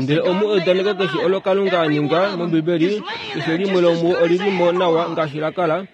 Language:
Kuanyama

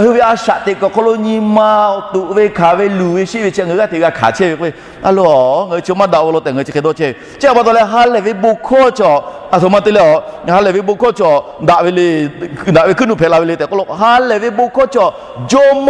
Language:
Lahu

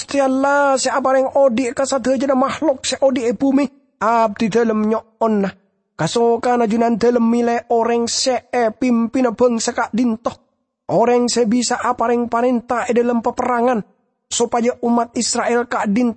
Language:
Madurese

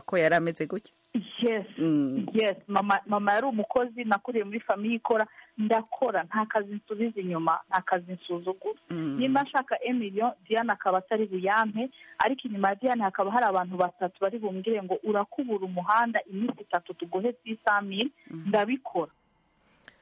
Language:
Kinyarwanda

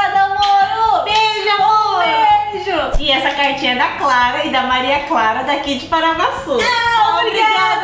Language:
Portuguese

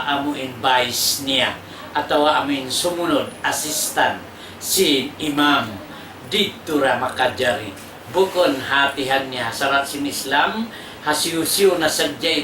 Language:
Tausug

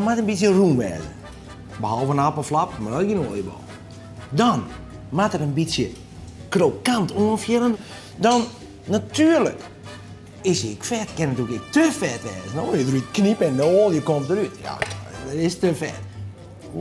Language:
Western Frisian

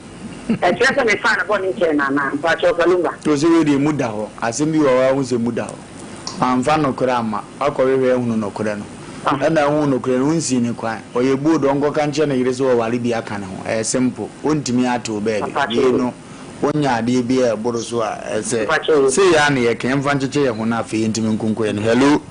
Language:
Akan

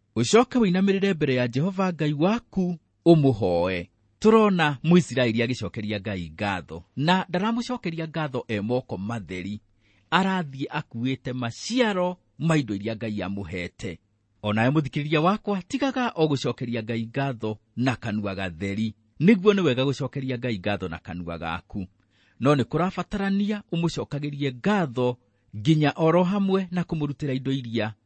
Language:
Kikuyu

